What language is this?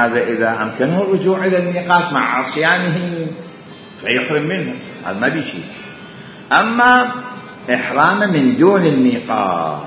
Mesopotamian Arabic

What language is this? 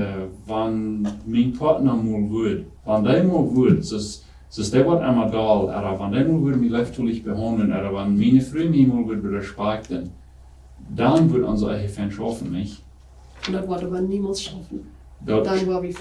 Plautdietsch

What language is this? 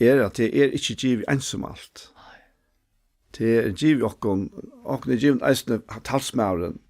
Faroese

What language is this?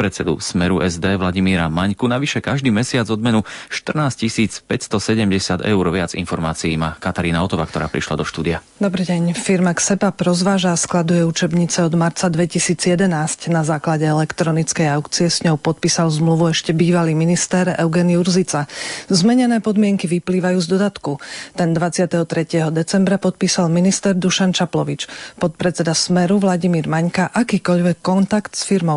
Slovak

